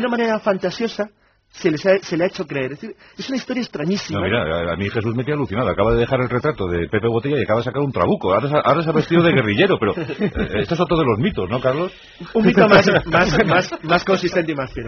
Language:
Spanish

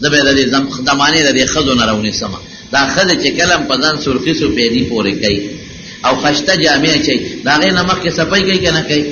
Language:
Pashto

